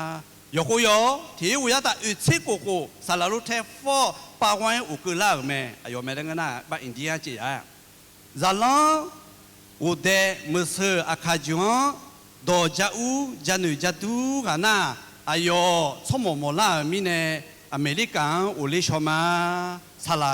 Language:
Akha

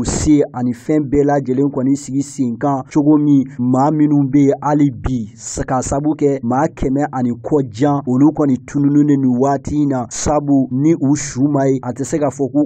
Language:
Bambara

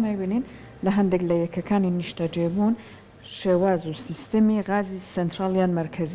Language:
Central Kurdish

